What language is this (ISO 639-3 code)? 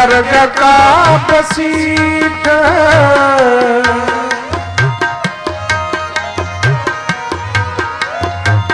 pan